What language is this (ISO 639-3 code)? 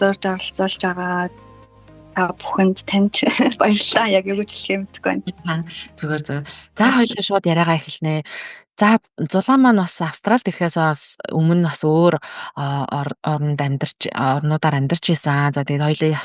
mon